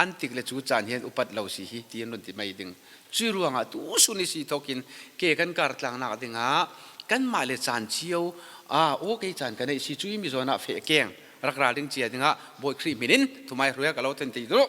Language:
Falam Chin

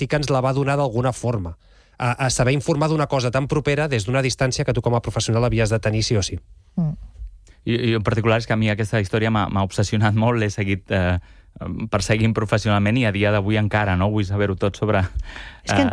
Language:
Catalan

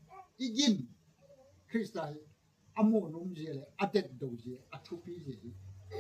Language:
Gangte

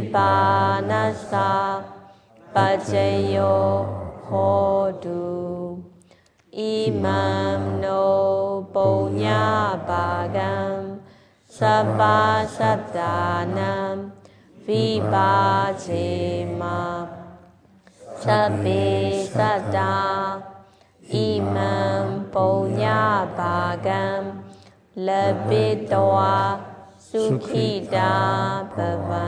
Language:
Burmese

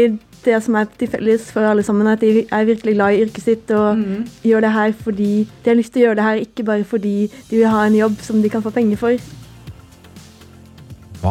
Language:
Norwegian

